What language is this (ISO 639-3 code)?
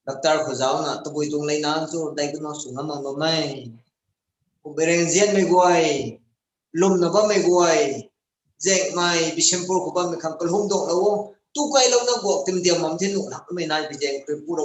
nbu